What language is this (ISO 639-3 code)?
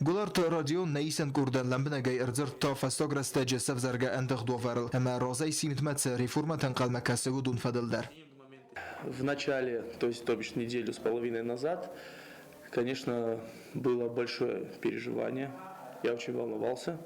oss